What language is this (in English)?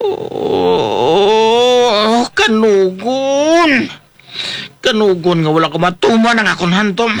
Hiligaynon